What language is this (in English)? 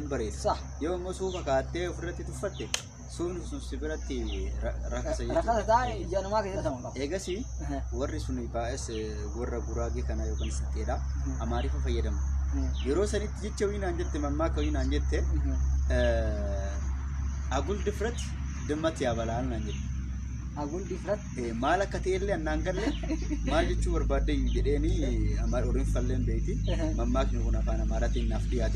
Oromo